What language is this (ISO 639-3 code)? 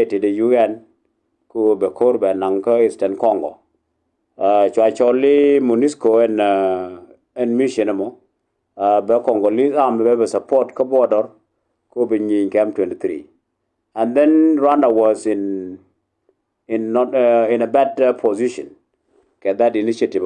nus